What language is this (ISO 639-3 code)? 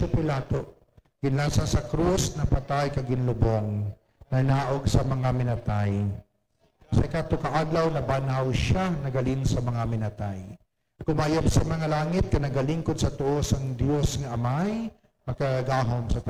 hil